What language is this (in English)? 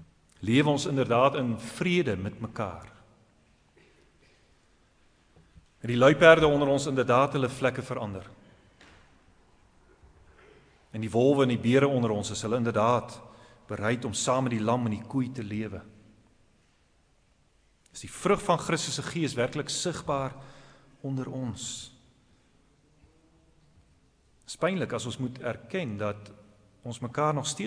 Afrikaans